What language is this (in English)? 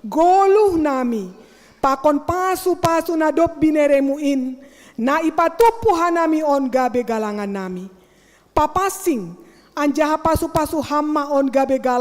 Batak Simalungun